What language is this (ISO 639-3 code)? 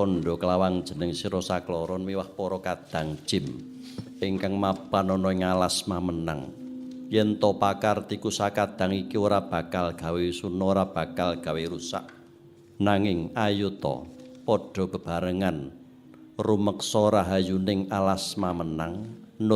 jav